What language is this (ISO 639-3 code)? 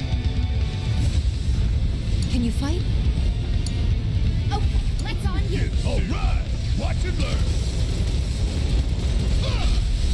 eng